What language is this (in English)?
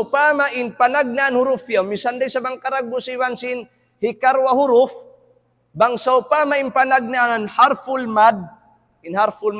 Tausug